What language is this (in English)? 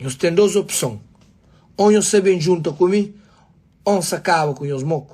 Kabuverdianu